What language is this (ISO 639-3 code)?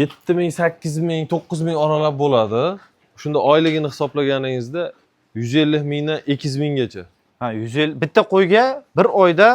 uzb